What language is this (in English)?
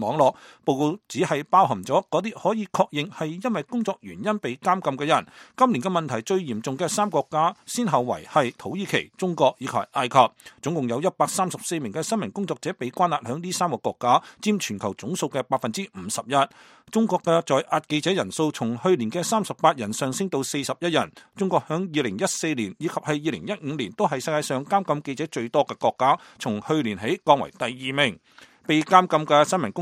Cantonese